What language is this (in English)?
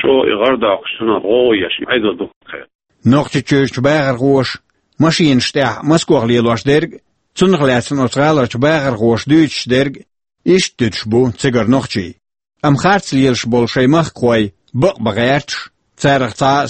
Chechen